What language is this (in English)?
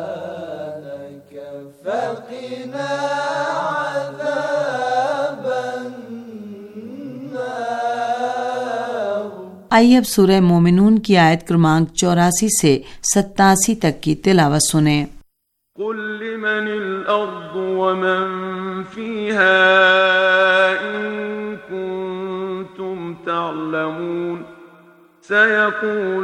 Hindi